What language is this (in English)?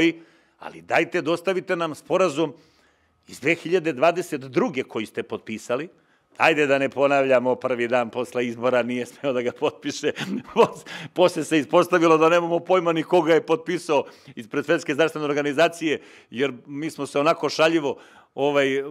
Serbian